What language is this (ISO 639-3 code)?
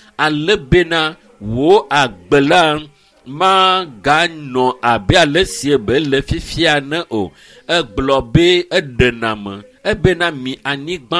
ewe